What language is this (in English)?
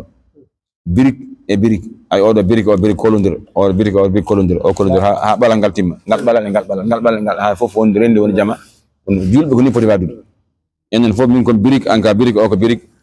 Fula